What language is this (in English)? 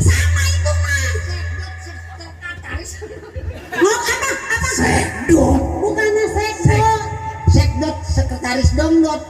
Betawi